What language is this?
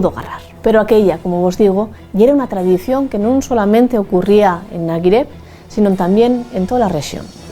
Asturian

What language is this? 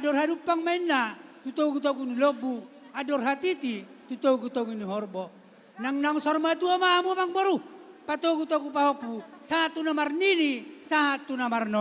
Batak Toba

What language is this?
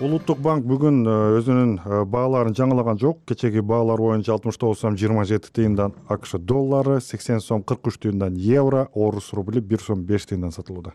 Kyrgyz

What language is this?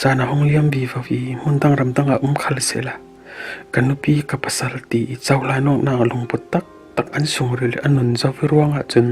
Falam Chin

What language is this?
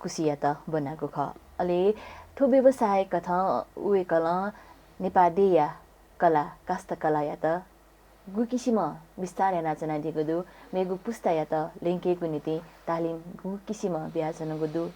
Newari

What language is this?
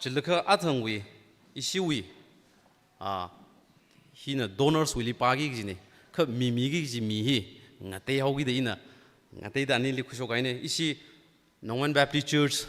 Tangkhul Naga (India)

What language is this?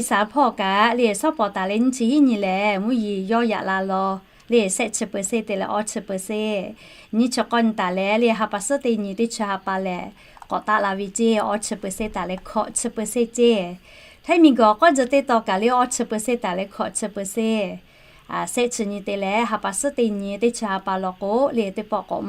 Lahu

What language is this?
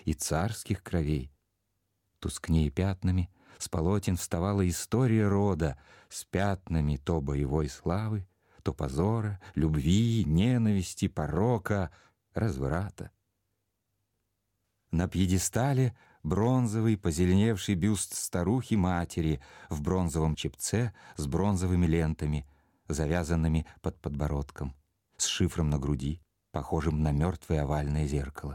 Russian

